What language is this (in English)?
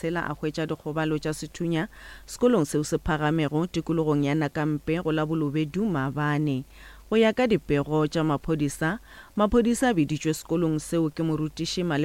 Northern Sotho